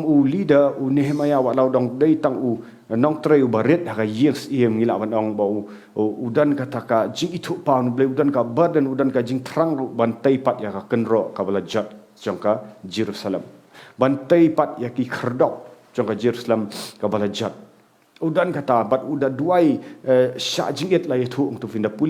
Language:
Khasi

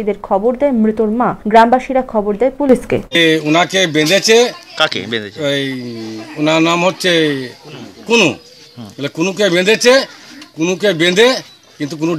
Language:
Bangla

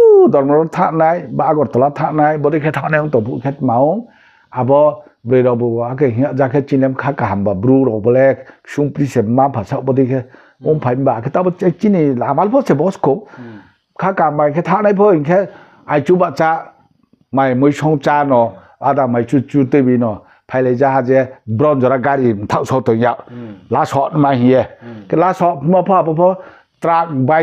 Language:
Riang (India)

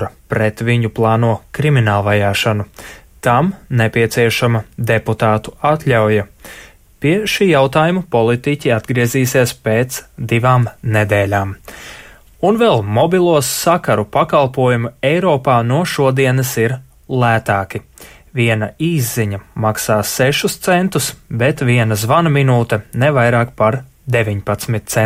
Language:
Latvian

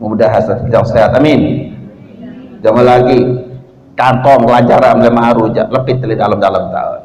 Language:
Sasak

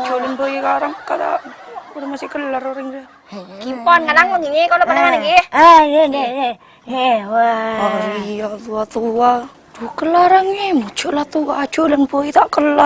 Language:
Madurese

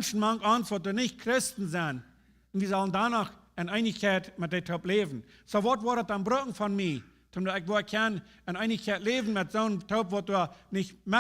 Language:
Plautdietsch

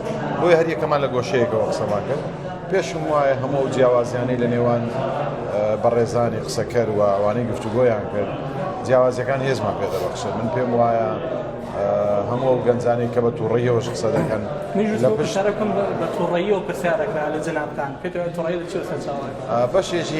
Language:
Central Kurdish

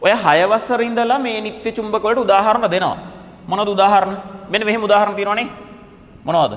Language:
Sinhala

